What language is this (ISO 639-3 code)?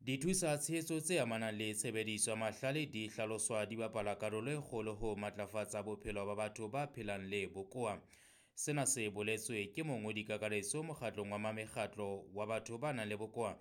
sot